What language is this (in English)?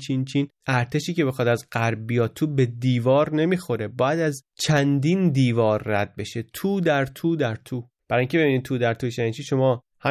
Persian